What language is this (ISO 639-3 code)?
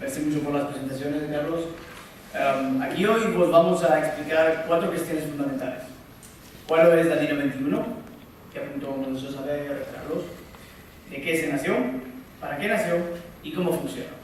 lad